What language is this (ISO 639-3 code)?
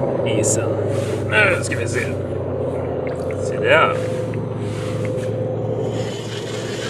swe